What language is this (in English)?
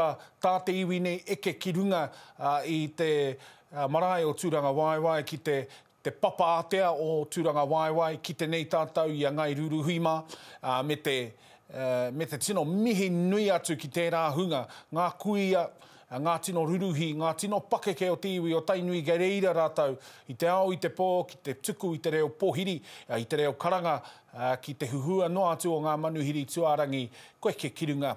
Māori